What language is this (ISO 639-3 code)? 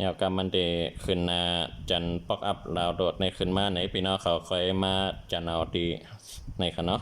shn